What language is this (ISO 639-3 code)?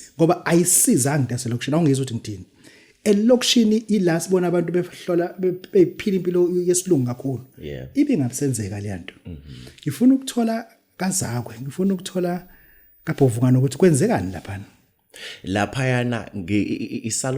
zul